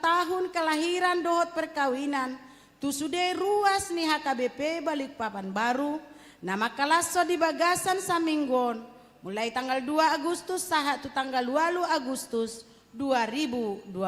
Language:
Batak Toba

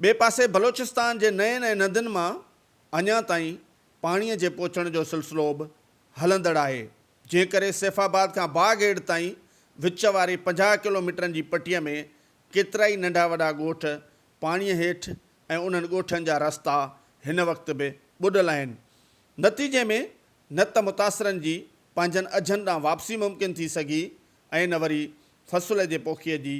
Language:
Sindhi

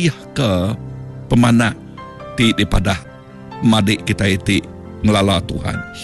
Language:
Iban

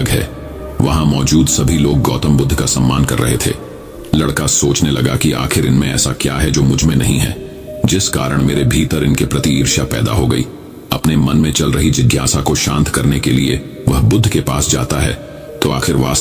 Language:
Hindi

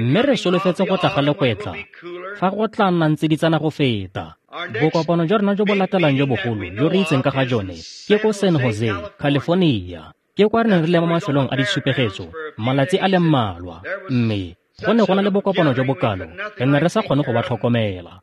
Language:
Tswana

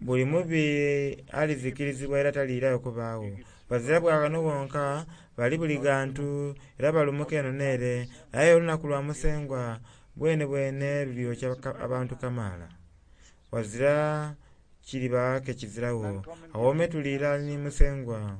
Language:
Soga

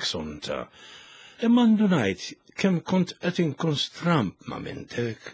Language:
Maltese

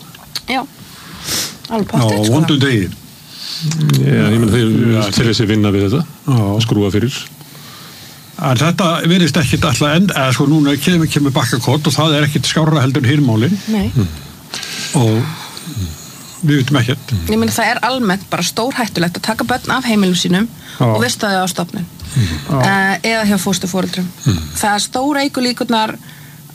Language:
Icelandic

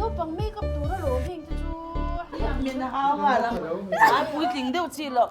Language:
Mizo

